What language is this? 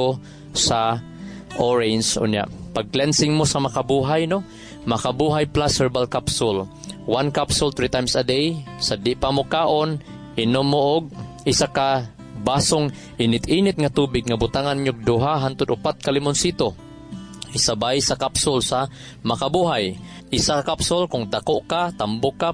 Cebuano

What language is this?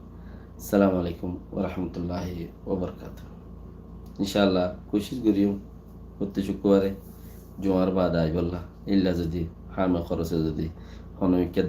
Rohingya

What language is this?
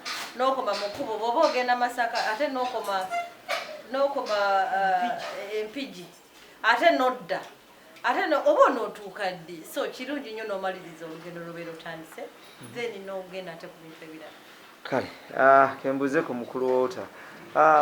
Ganda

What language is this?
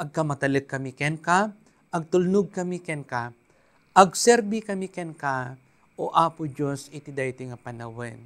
Iloko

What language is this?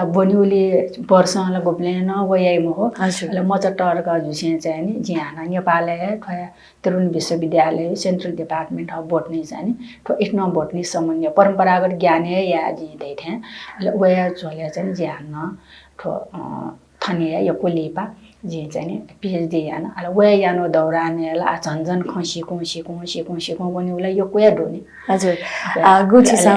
Newari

